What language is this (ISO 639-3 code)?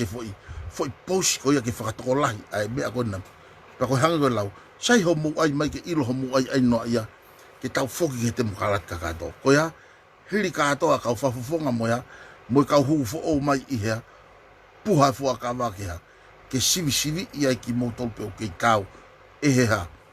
ton